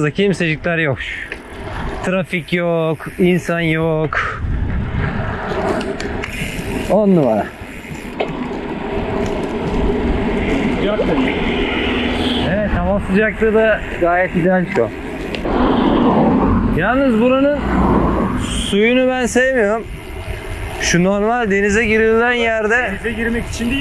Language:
Turkish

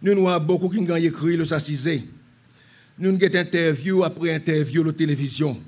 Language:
Seselwa Creole French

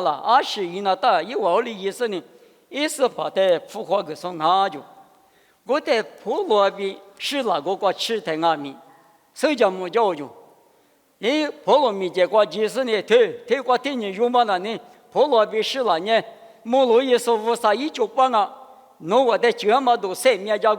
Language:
Lisu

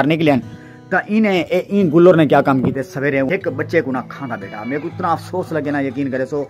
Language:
Saraiki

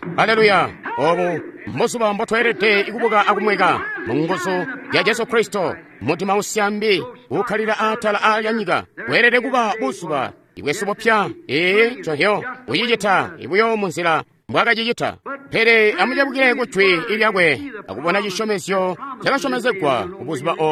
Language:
Tonga (Zambia)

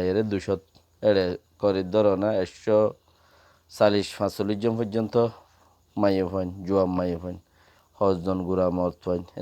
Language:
Rohingya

